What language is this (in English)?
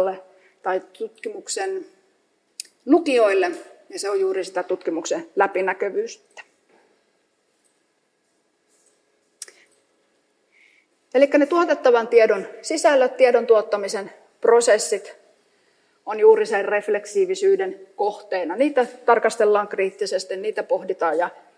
Finnish